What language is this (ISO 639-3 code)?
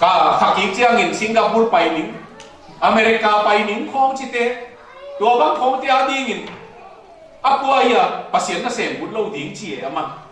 ctd